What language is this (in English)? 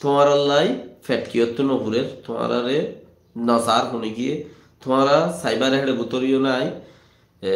Rohingya